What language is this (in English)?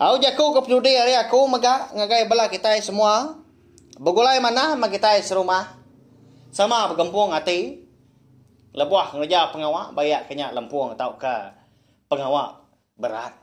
Iban